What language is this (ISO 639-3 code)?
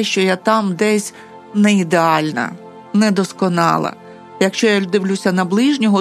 ukr